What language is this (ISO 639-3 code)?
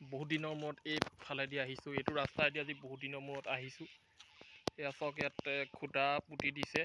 asm